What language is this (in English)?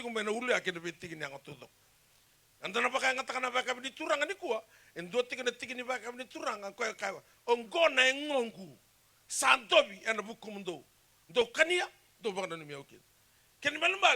Fijian